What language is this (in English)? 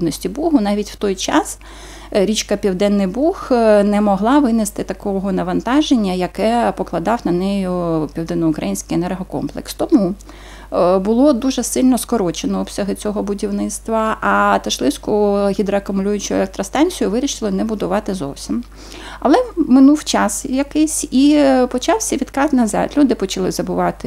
Ukrainian